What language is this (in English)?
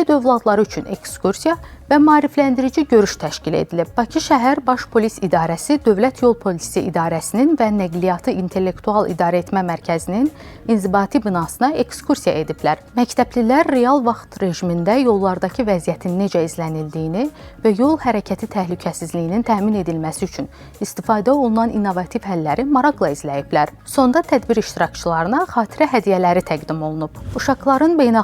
Azerbaijani